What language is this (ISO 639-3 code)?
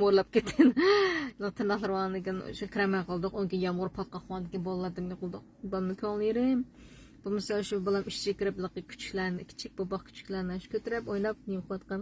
uig